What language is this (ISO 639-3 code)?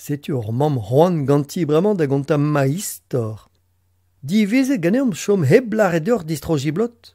bre